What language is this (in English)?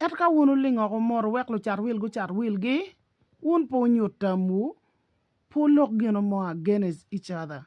Acoli